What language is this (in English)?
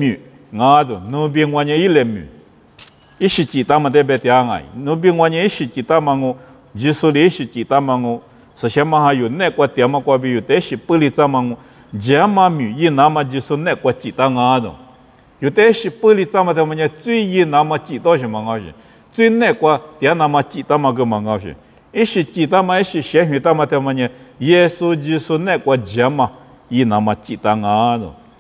Lisu